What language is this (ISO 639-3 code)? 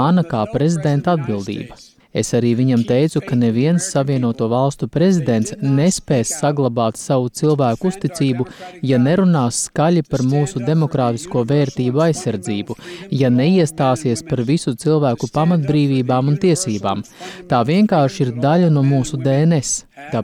lav